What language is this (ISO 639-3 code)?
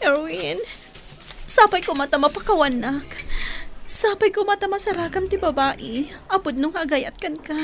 ilo